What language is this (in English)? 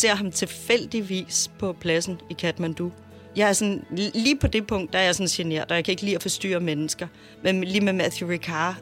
Danish